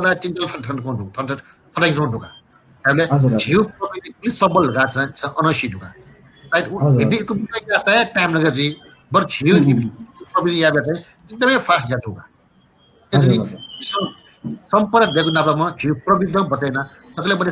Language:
Newari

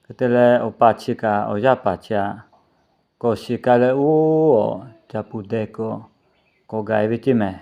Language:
Lahu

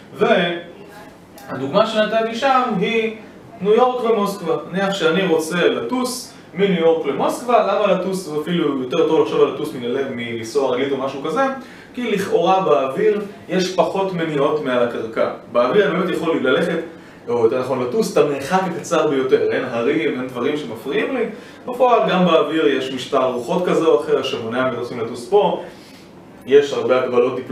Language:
Hebrew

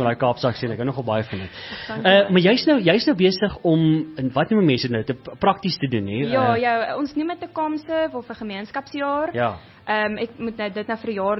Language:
Afrikaans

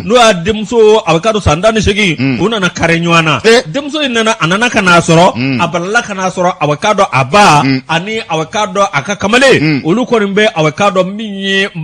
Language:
Bambara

